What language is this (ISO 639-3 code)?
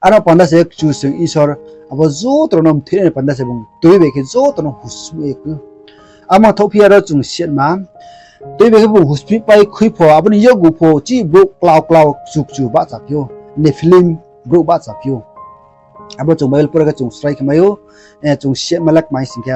ria